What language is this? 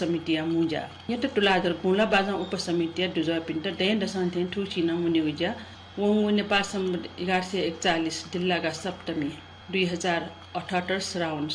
Newari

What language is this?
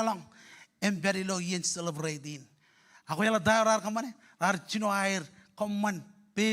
Marshallese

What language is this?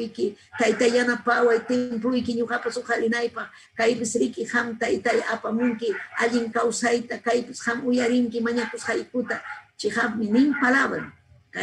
Ayacucho Quechua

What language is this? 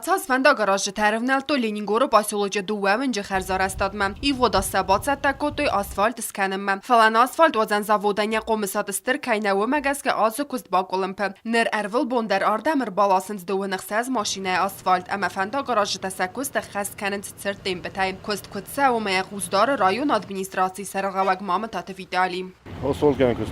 Ossetic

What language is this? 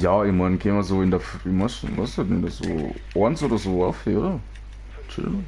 Bavarian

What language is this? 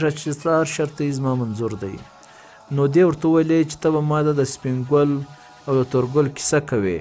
Pashto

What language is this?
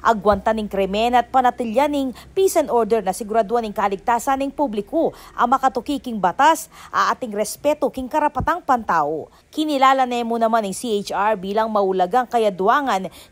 Pampanga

